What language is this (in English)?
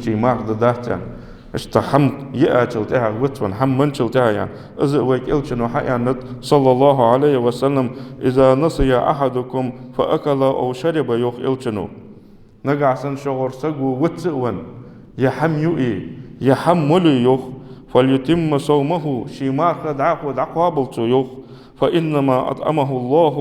Ingush